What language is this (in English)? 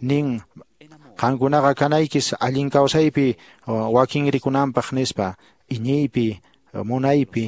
Quechua